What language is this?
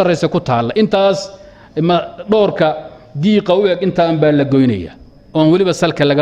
Somali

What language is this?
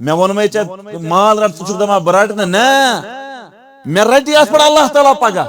Kashmiri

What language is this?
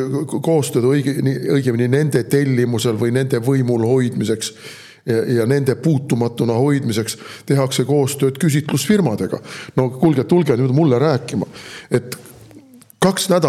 Estonian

